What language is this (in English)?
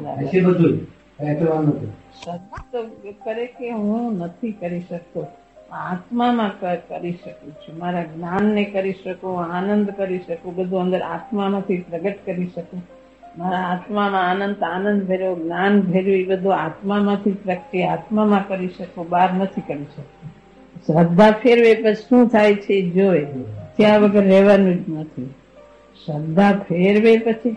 Gujarati